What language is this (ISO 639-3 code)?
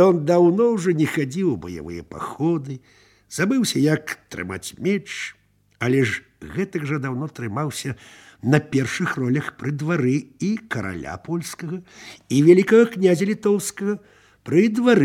bel